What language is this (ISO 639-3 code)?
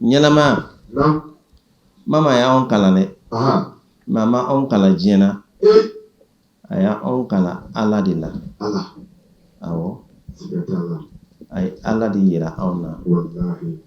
bam